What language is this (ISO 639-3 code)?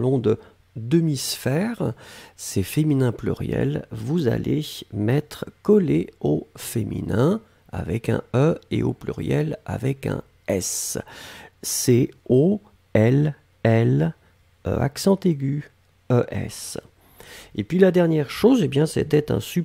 fra